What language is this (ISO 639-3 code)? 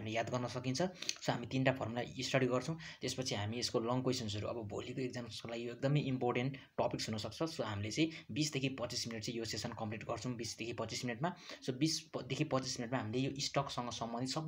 nep